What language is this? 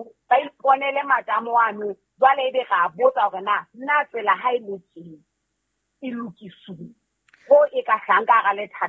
Southern Sotho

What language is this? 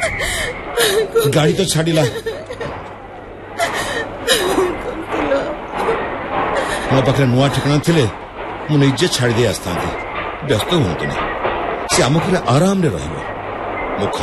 Odia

